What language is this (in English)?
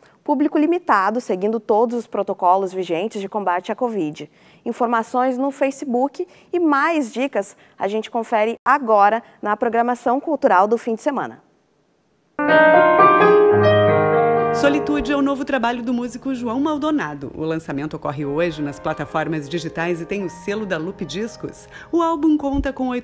Portuguese